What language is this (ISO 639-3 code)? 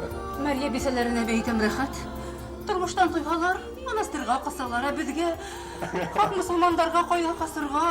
bak